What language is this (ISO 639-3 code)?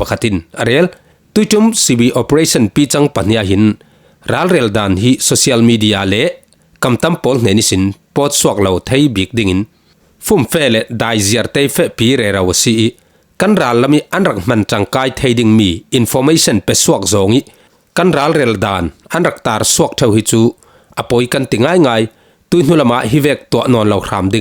cfm